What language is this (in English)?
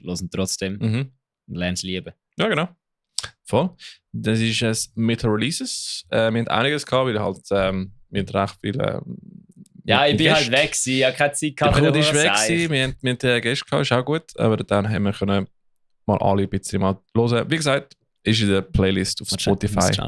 Swiss German